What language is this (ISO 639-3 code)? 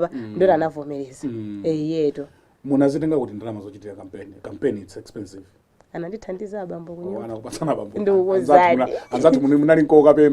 nya